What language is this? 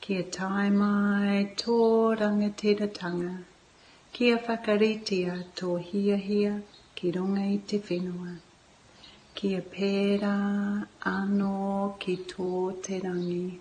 Māori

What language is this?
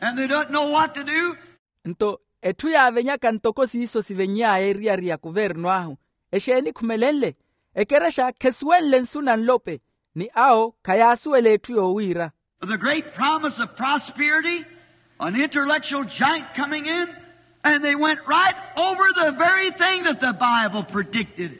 Makhuwa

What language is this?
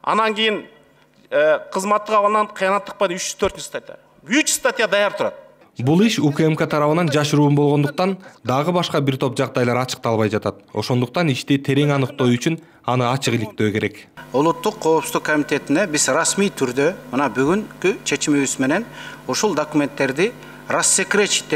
Kyrgyz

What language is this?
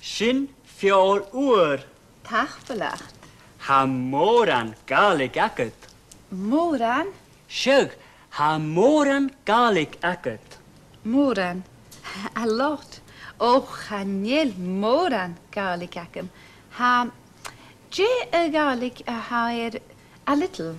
Scottish Gaelic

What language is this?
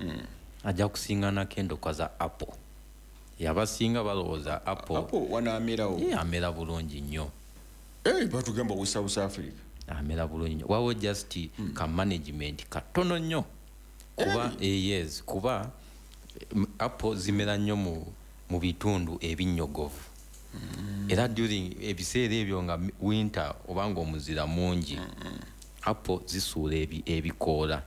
Ganda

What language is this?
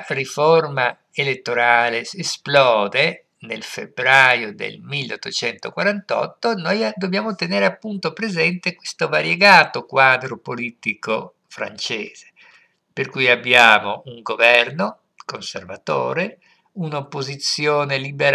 Italian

